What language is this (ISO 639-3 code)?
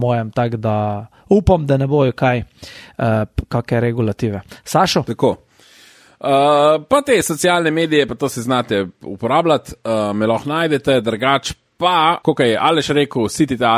slv